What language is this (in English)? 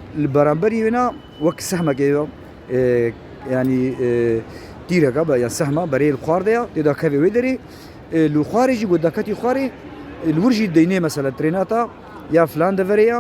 Kurdish